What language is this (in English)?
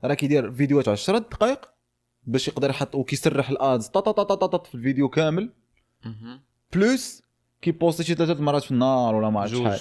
Moroccan Arabic